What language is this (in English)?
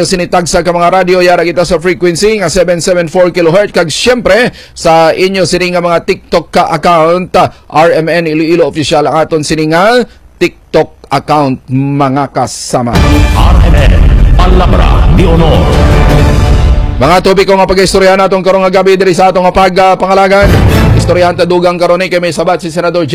Hiligaynon